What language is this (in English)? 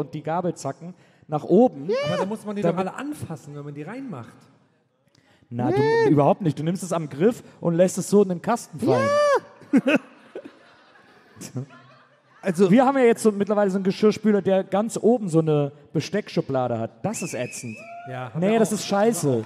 German